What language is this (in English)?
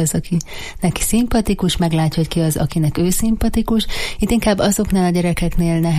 Hungarian